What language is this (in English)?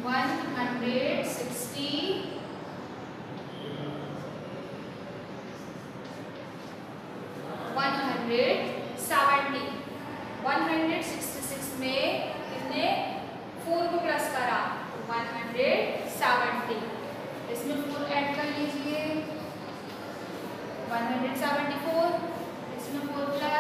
Hindi